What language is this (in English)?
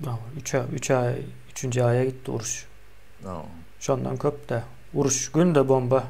Turkmen